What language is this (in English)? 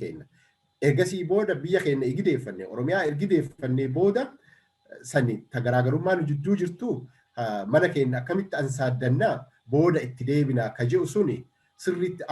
Oromo